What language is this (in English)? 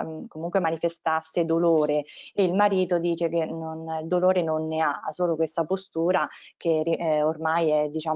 Italian